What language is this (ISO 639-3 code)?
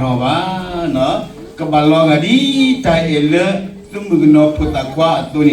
ksw